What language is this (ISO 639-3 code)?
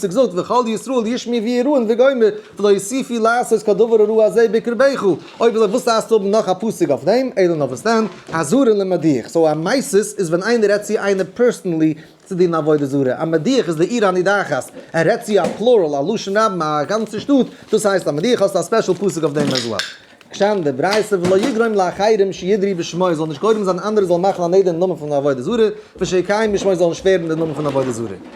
yid